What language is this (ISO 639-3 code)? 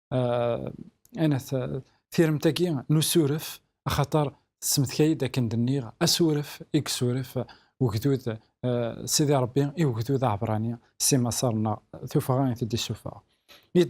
kab